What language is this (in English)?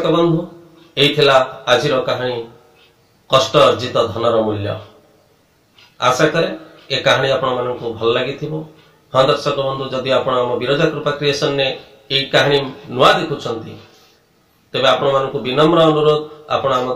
Odia